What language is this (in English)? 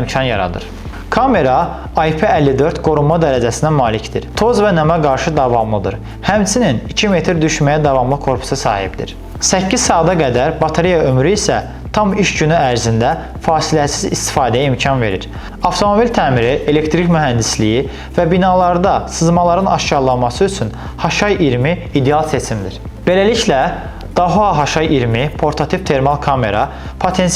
Azerbaijani